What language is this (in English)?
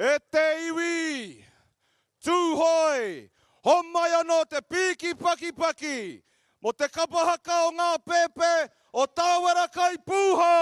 Māori